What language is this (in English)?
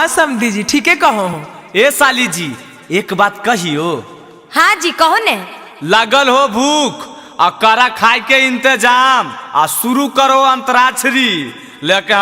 Magahi